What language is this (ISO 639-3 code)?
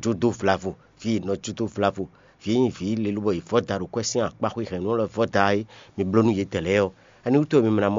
fon